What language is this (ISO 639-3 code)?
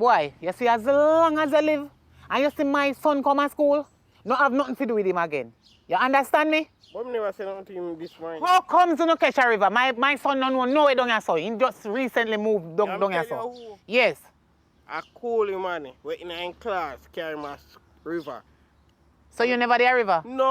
jam